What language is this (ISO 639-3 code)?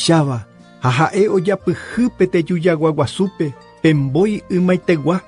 grn